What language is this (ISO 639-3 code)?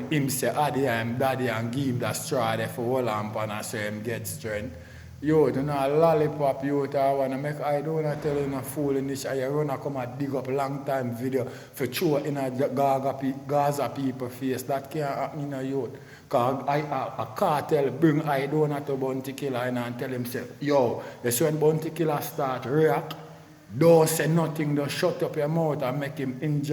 jam